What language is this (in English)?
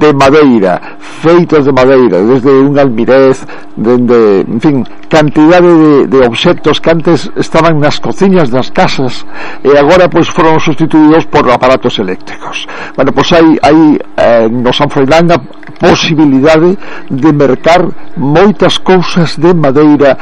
Galician